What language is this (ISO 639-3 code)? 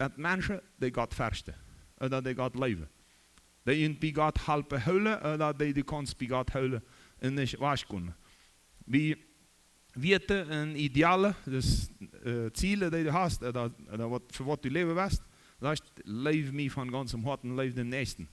pdt